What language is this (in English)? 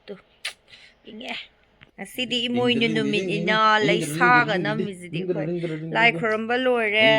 Manipuri